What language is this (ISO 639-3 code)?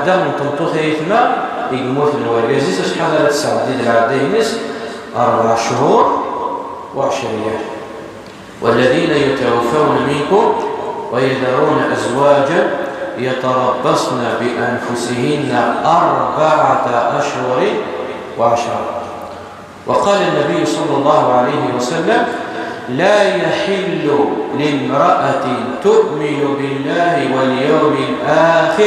kab